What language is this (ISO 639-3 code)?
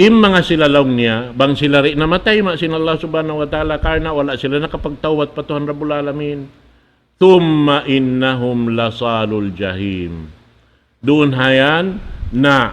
tsg